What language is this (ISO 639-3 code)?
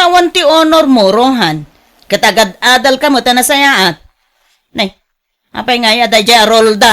ilo